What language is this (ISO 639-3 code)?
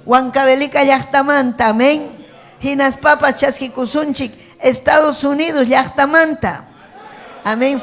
quy